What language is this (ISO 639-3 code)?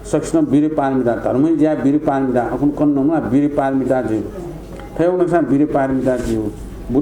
new